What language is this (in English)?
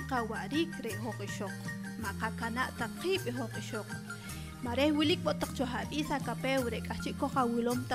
Poqomchi'